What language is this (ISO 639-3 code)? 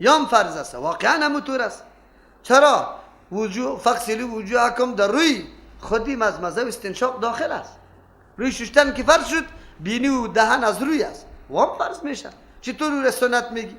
fas